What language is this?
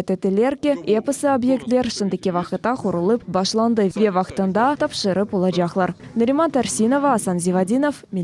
Crimean Tatar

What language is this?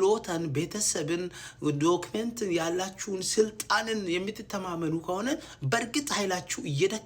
Amharic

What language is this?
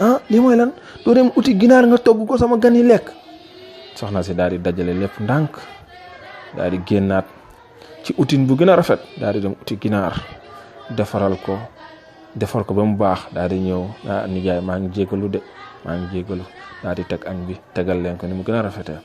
Wolof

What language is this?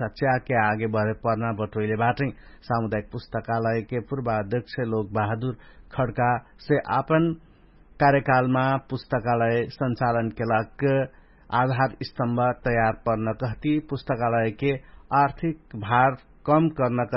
Dangaura Tharu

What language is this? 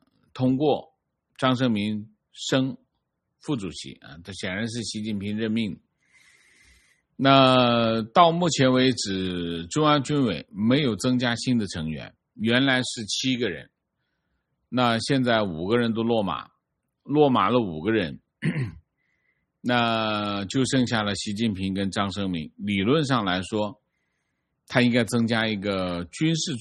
Chinese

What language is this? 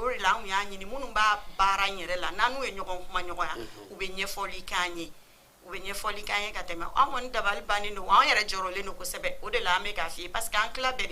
Bambara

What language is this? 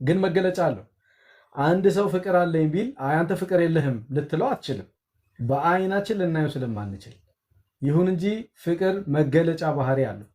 Amharic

